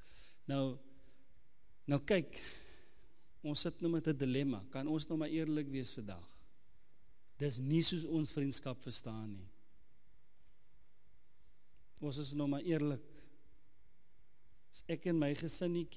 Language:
Afrikaans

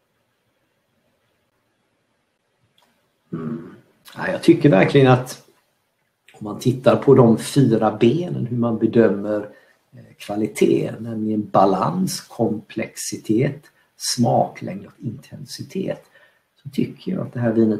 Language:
Swedish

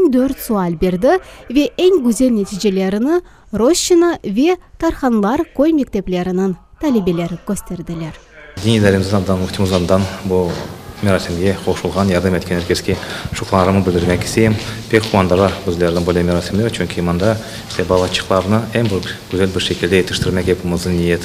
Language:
Crimean Tatar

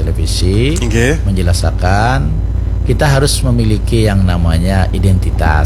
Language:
Banjar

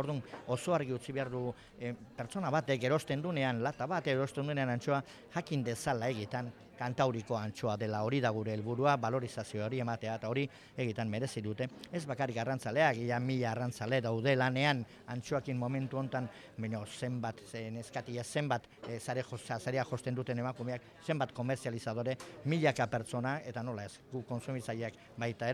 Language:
Basque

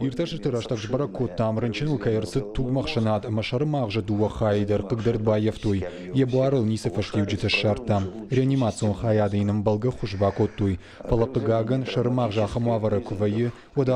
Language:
Ossetic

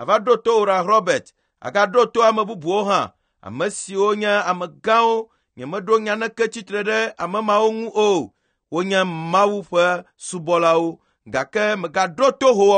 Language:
Ewe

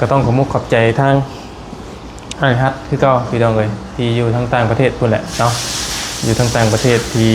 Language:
Lao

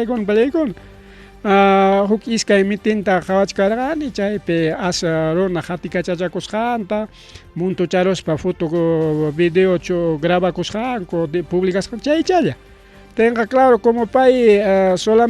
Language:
Ayacucho Quechua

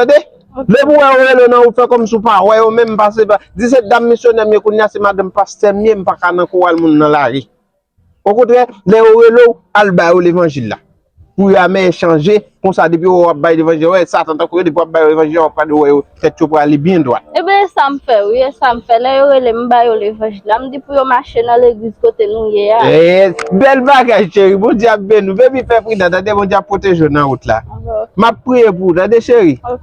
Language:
Haitian Creole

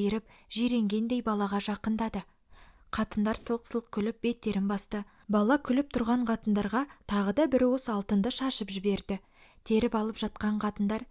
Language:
Kazakh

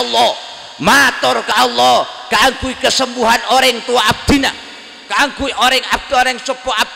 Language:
Madurese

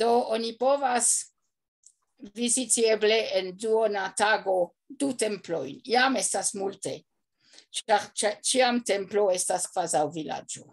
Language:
Esperanto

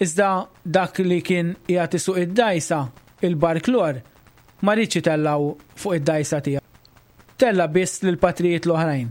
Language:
Maltese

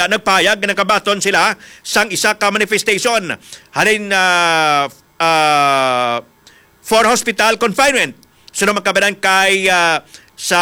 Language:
Hiligaynon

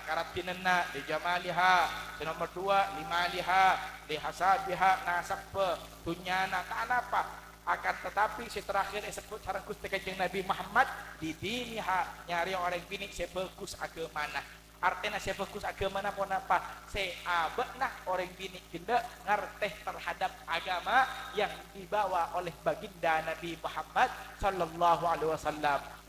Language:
Madurese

